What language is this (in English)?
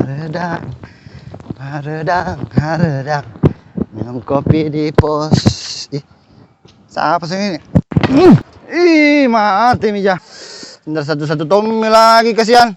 Makassar Malay